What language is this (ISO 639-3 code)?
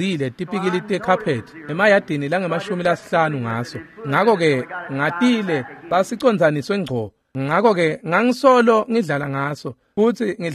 ssw